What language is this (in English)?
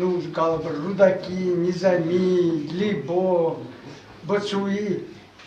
Chuvash